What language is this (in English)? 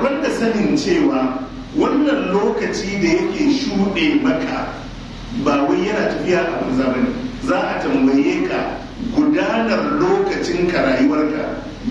Hausa